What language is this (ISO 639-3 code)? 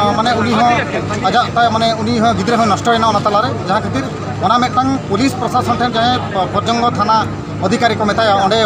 sat